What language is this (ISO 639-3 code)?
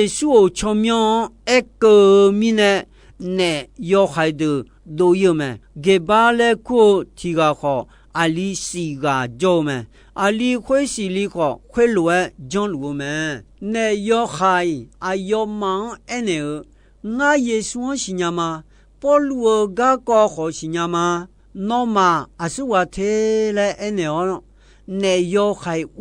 ahk